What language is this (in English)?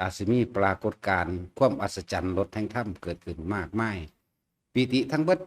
Lao